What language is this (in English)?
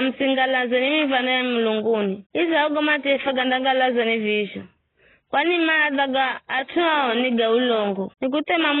Giryama